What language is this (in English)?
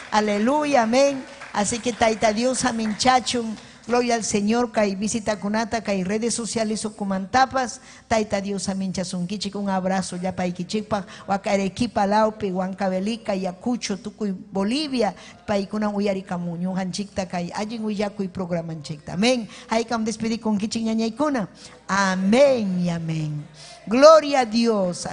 Ayacucho Quechua